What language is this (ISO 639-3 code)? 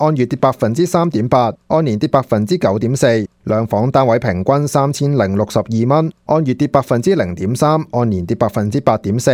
yue